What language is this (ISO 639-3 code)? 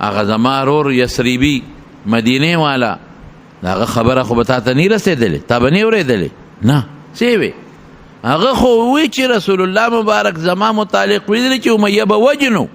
pus